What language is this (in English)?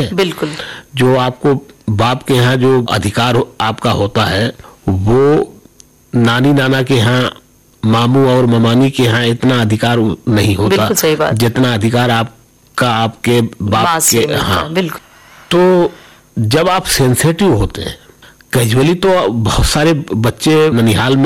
Hindi